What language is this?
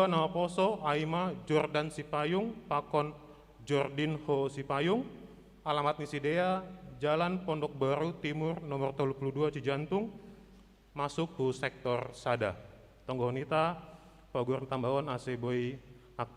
Batak Simalungun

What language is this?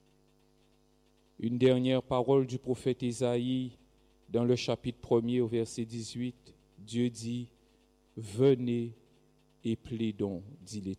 French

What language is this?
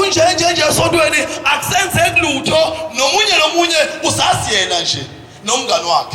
Zulu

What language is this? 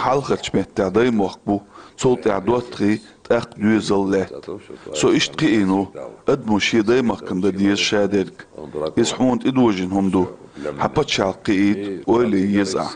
Chechen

